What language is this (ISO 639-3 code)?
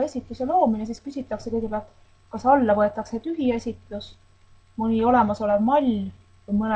est